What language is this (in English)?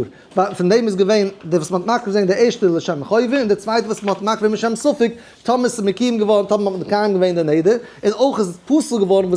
Yiddish